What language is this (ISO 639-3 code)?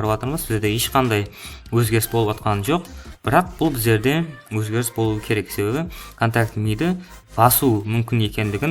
kaa